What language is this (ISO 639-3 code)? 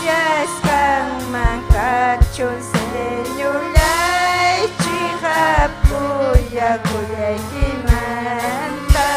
quy